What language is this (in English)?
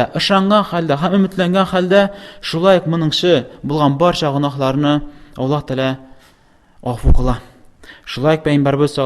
Tatar